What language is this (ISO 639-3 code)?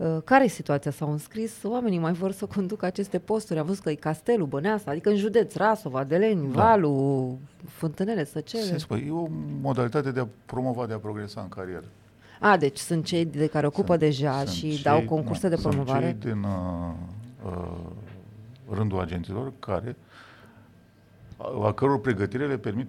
ron